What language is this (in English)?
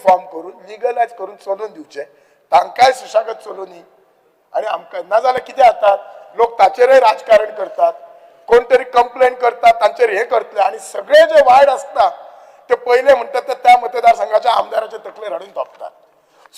Konkani